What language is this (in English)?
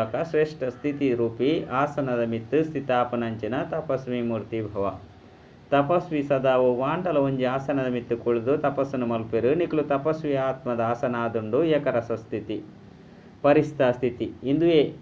Tulu